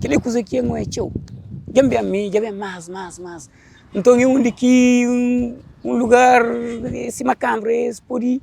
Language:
Kabuverdianu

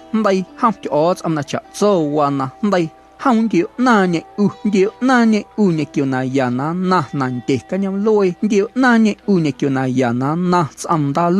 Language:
Guerrero Amuzgo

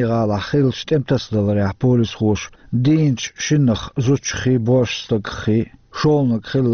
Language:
Chechen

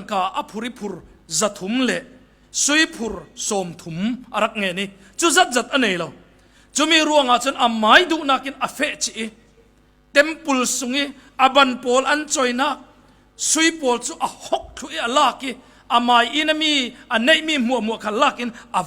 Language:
Falam Chin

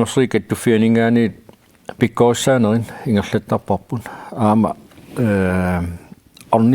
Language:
Kalaallisut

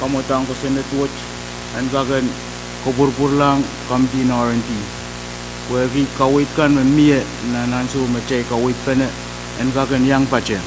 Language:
Pohnpeian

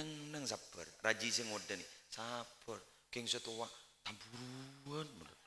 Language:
Madurese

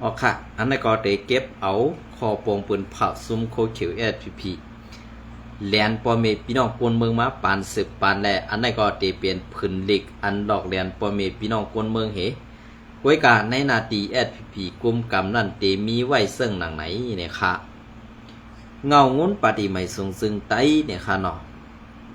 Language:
Shan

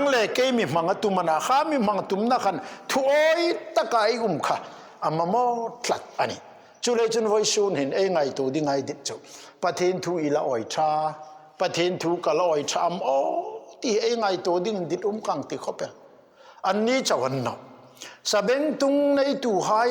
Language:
Hmar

